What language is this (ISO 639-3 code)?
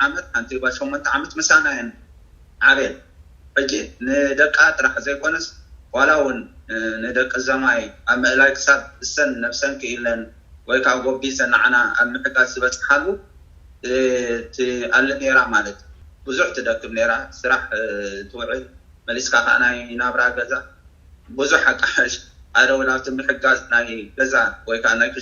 tir